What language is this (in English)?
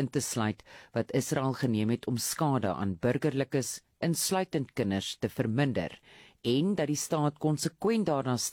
Afrikaans